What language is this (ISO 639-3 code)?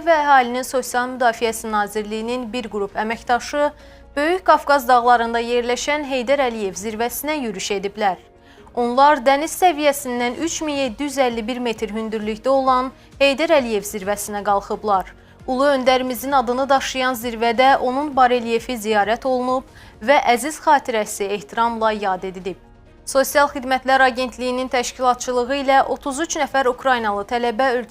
aze